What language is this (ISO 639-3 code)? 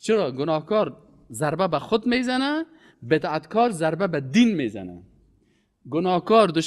fas